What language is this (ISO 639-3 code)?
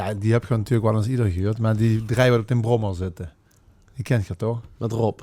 lim